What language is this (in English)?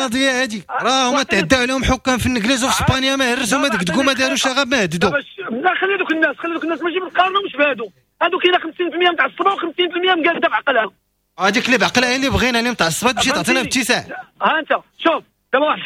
Moroccan Arabic